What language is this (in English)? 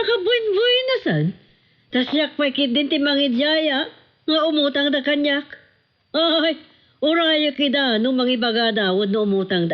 Iloko